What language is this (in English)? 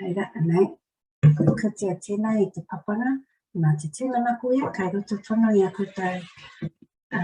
Māori